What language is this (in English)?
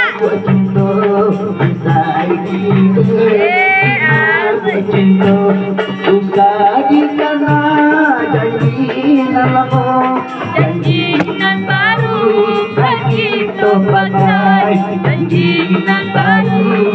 Minangkabau